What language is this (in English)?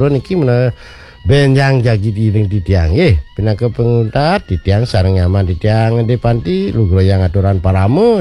Balinese